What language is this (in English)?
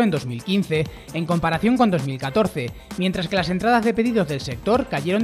Spanish